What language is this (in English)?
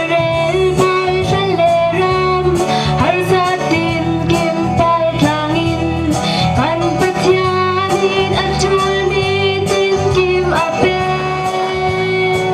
Falam Chin